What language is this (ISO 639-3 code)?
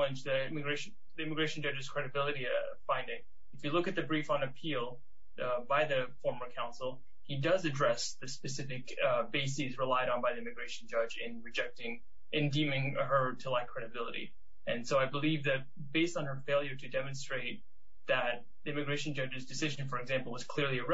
eng